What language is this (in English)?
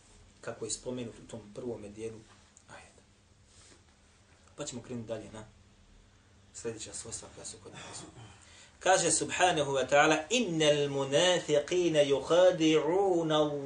Bosnian